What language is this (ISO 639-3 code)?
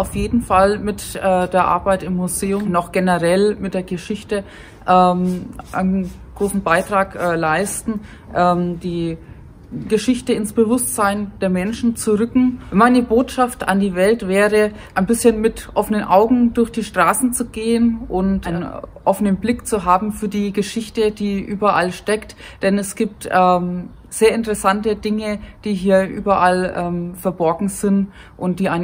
deu